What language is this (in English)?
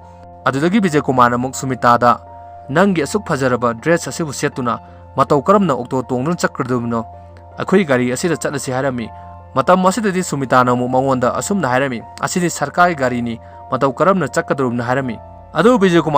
Manipuri